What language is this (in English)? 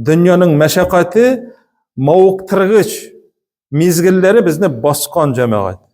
Tatar